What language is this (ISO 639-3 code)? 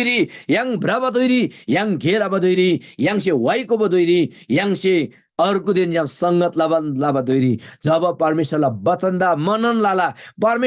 taj